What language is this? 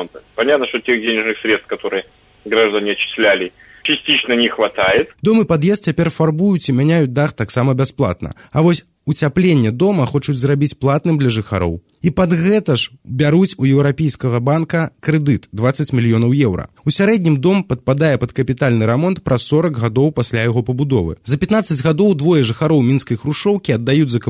Belarusian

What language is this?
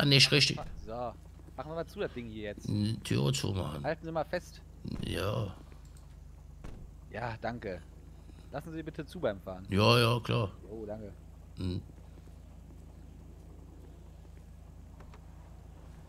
German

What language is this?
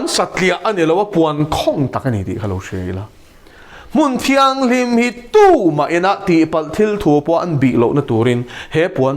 Mizo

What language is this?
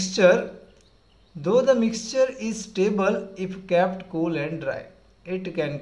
Gujarati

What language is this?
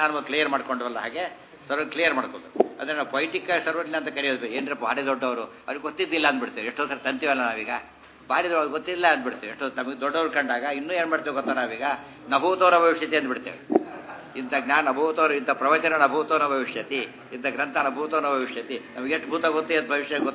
Kannada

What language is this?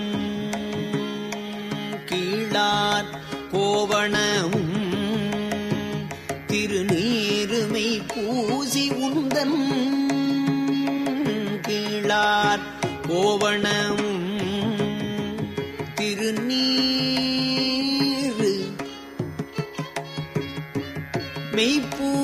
Tamil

